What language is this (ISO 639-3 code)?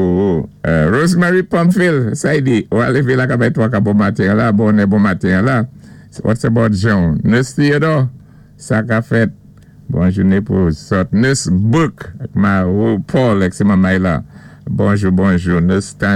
acf